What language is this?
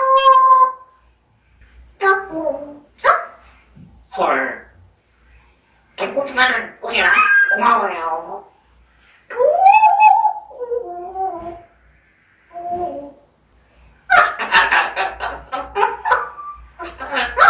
Korean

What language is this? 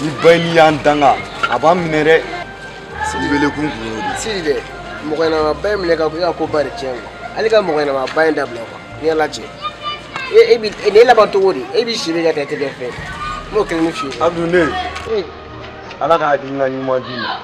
Bambara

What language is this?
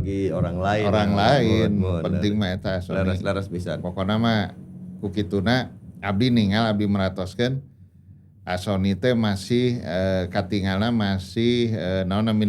Sundanese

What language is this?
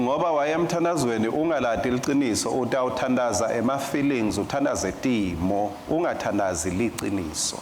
Swati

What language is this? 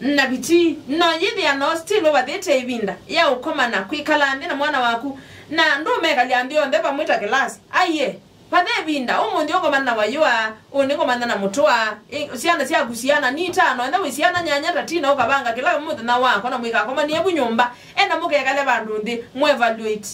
Kamba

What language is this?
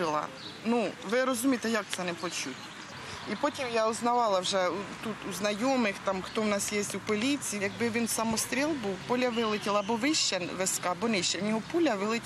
Ukrainian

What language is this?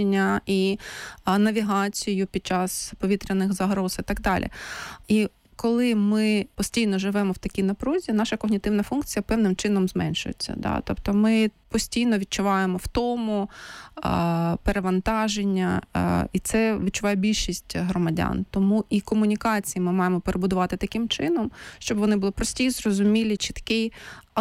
Ukrainian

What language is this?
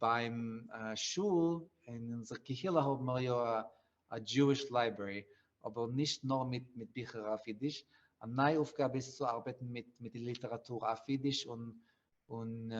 Yiddish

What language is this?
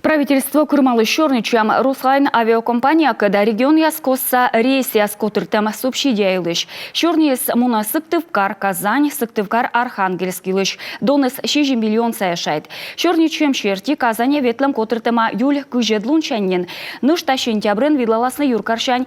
Komi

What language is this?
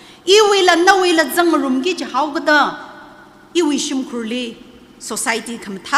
Tangkhul Naga (India)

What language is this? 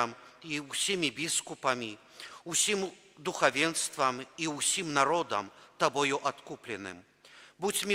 Belarusian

